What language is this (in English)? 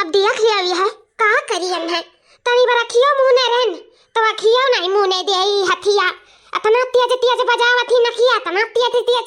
Awadhi